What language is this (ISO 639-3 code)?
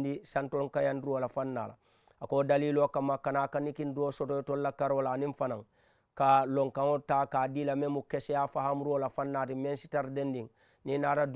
man